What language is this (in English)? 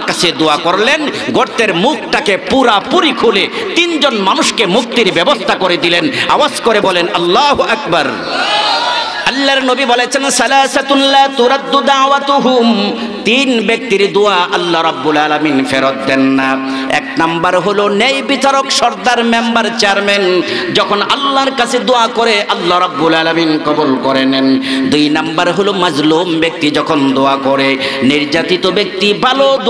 Bangla